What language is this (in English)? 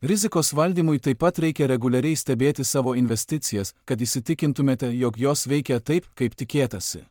Lithuanian